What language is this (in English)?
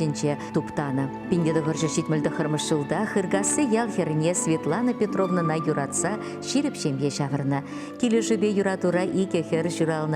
Chuvash